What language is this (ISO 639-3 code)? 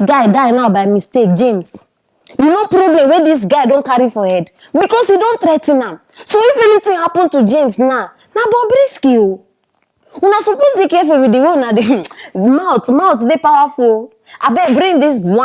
pcm